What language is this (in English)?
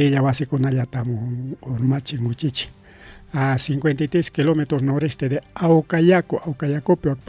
Ayacucho Quechua